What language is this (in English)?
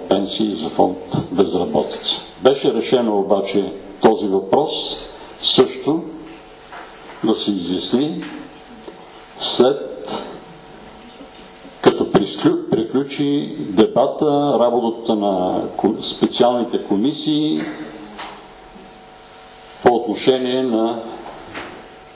Bulgarian